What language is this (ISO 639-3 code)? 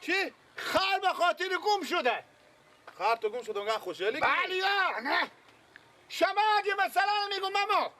fas